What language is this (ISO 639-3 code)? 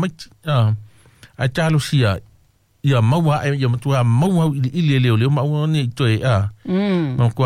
smo